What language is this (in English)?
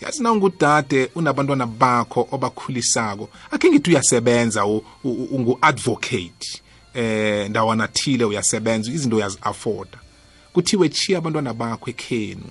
South Ndebele